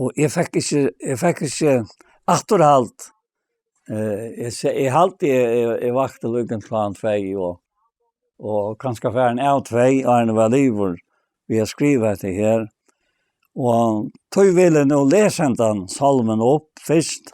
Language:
Faroese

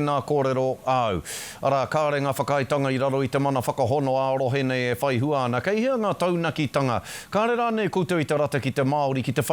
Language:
Māori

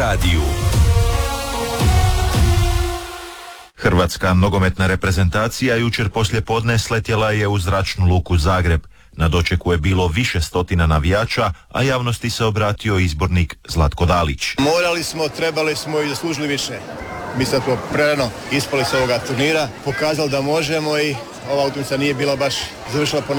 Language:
Croatian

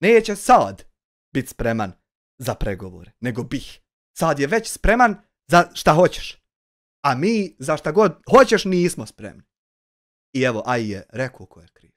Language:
Bosnian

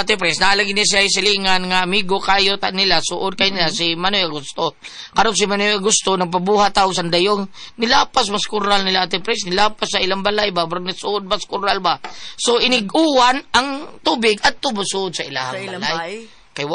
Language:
Cebuano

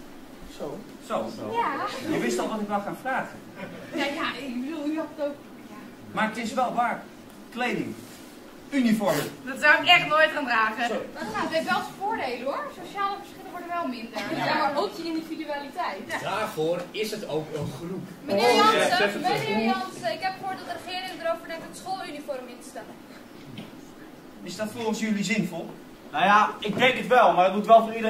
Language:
Dutch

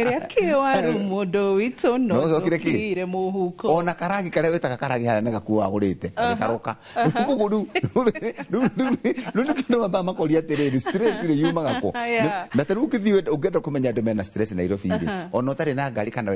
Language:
Kikuyu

